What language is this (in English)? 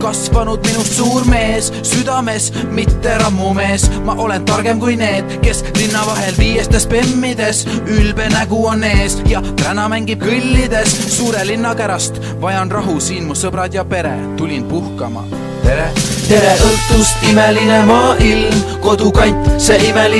Estonian